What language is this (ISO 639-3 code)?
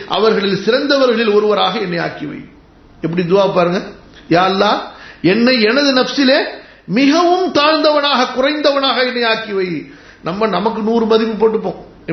tam